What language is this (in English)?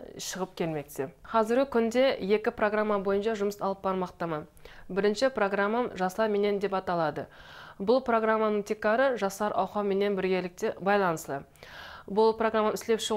Kara-Kalpak